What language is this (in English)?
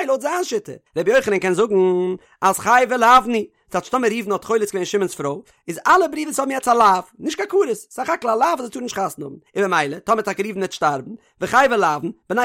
Yiddish